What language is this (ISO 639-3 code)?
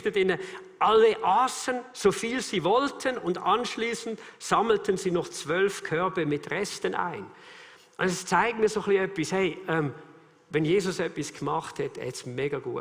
gsw